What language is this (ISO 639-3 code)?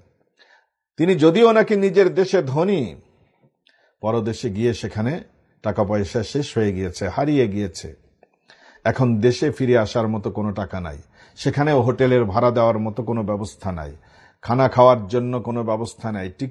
ben